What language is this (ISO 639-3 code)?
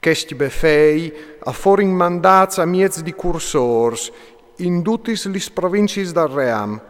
fur